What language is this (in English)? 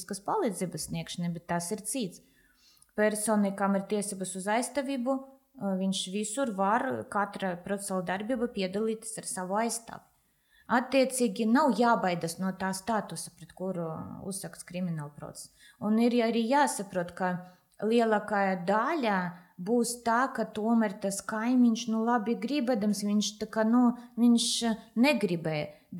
Latvian